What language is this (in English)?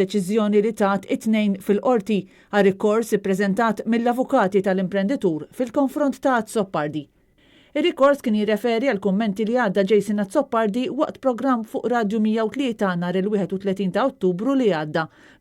Maltese